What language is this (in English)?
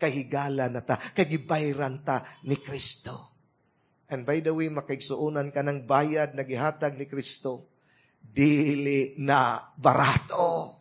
Cebuano